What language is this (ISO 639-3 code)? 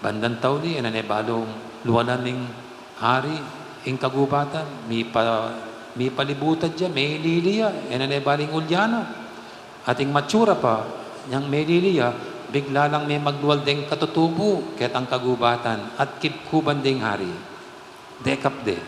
pam